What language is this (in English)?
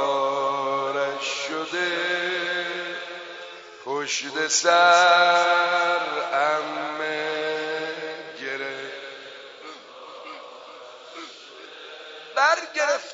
Persian